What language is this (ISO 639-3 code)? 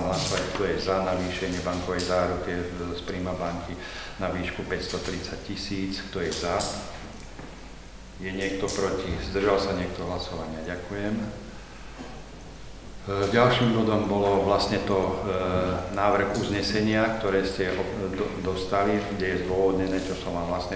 slk